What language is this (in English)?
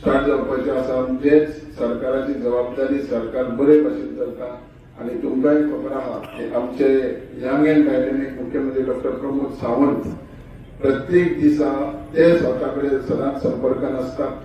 Konkani